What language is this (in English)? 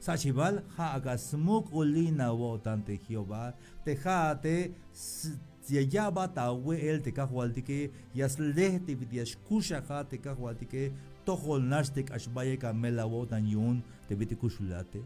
Tzeltal